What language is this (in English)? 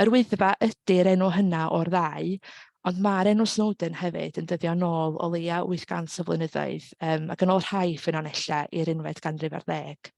Welsh